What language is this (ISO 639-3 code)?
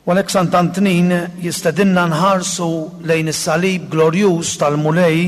mlt